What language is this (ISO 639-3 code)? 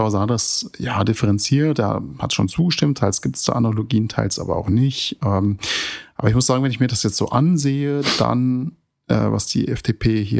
deu